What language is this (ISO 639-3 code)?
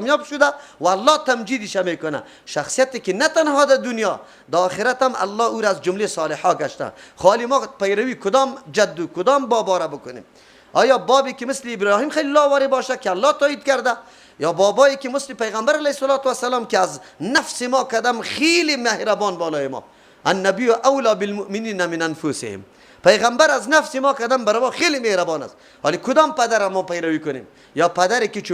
fas